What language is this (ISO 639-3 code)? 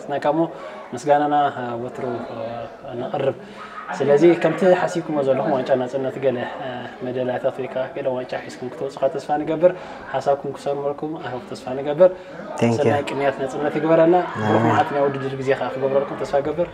tir